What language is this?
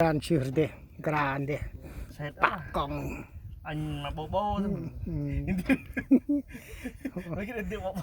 Central Mnong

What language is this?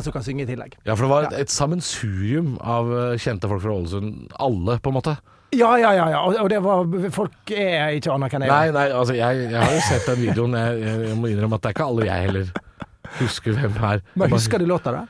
Norwegian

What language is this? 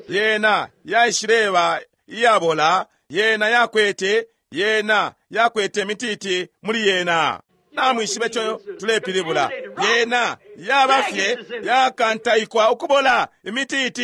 Bemba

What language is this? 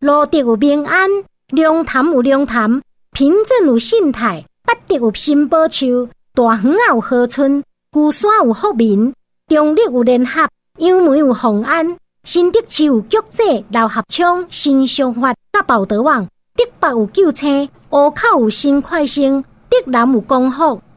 Min Nan Chinese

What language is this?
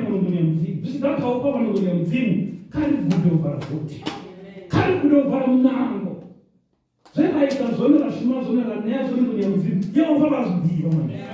Venda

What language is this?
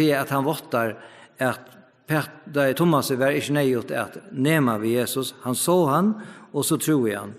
Faroese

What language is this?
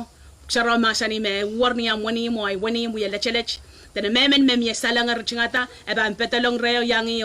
Pohnpeian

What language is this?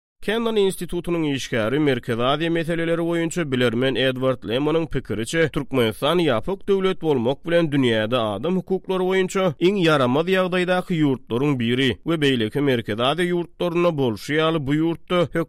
Turkmen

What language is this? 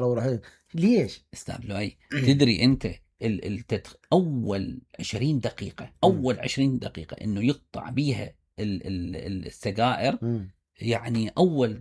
Mesopotamian Arabic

